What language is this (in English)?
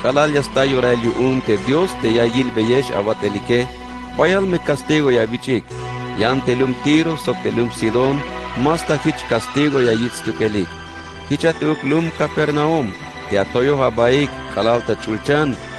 Tzeltal